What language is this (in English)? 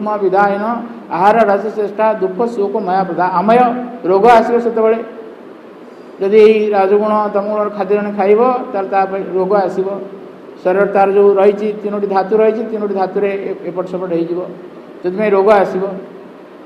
Odia